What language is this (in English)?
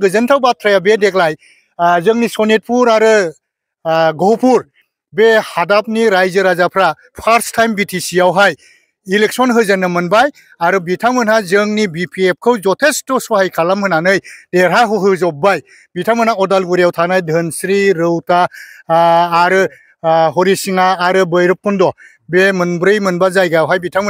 Bodo